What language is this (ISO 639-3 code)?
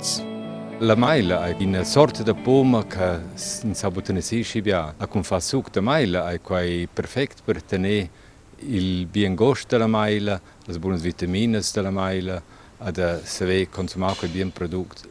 roh